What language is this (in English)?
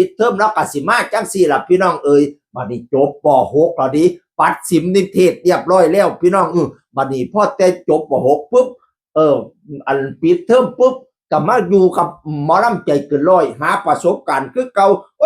Northeastern Thai